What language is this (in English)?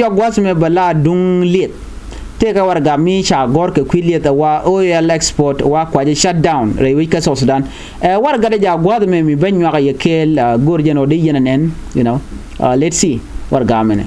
Nuer